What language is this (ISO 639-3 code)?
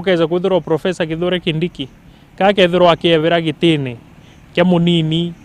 mer